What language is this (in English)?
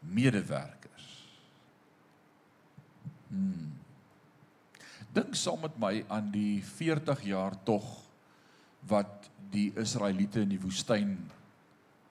Afrikaans